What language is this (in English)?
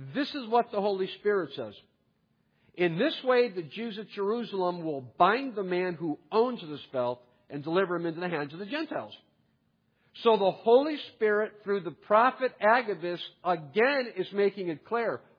English